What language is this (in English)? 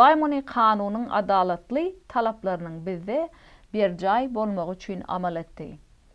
Turkmen